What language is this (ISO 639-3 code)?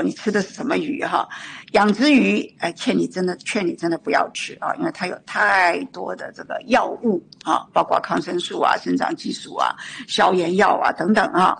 zho